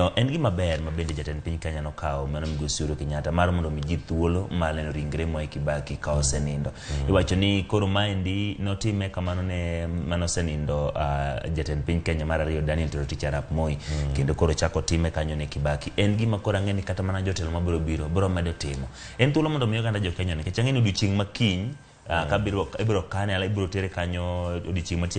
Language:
Luo (Kenya and Tanzania)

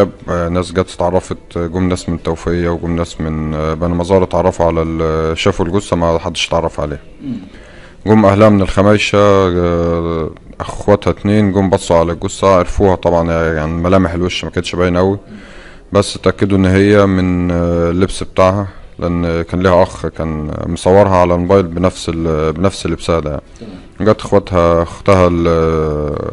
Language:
Egyptian Arabic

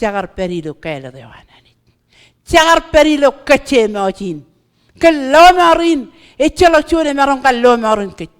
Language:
Marshallese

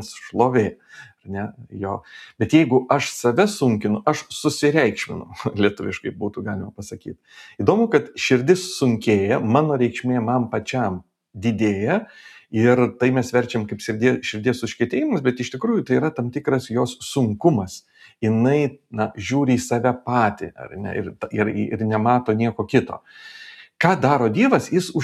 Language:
Lithuanian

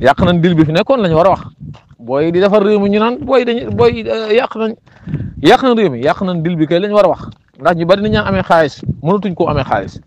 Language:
Wolof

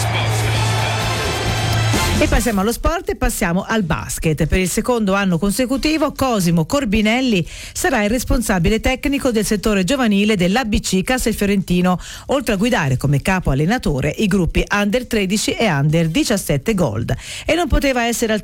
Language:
Italian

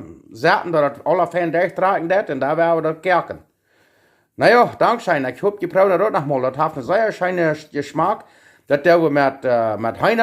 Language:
Plautdietsch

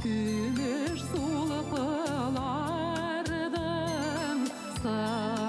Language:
Bashkir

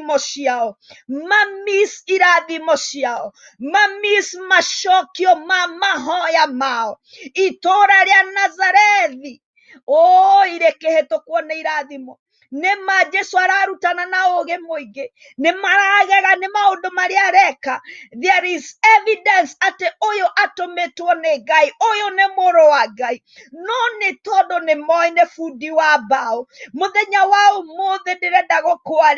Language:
Kikuyu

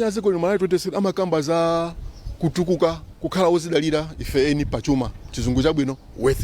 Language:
Nyanja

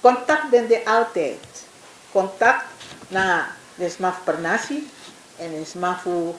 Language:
Sranan Tongo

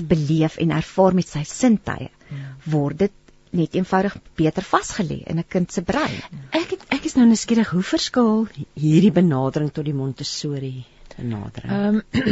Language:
Afrikaans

